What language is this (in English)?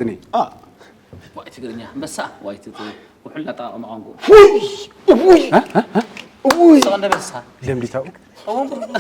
Tigrinya